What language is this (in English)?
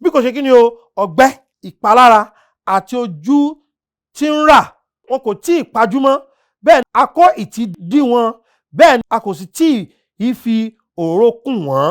Yoruba